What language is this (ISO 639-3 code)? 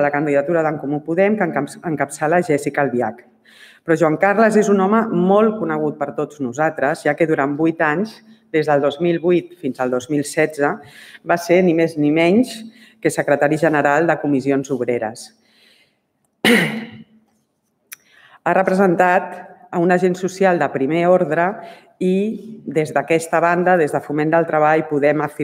cat